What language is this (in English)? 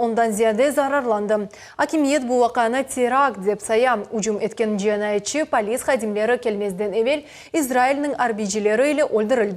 Crimean Tatar